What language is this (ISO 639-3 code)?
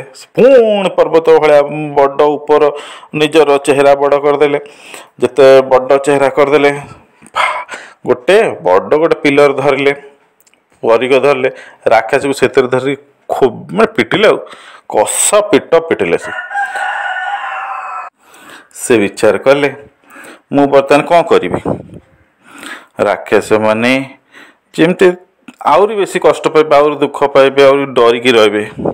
ori